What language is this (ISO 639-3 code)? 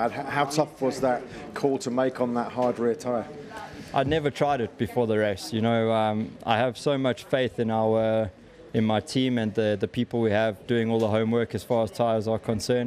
eng